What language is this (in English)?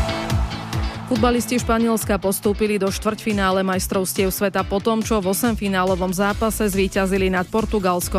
Slovak